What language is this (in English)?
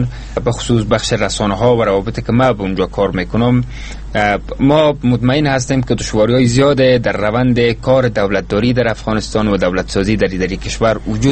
Persian